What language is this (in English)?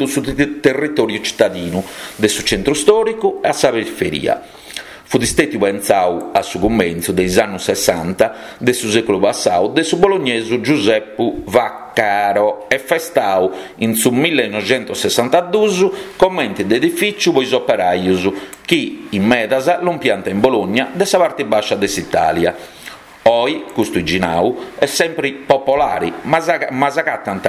Sardinian